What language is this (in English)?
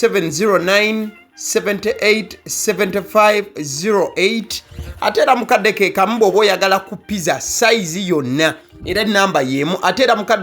Ganda